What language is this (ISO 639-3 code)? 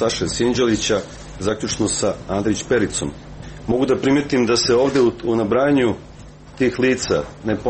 srp